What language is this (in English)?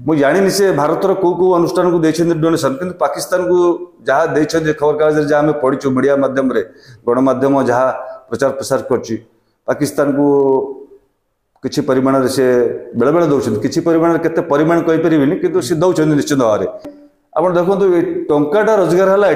Odia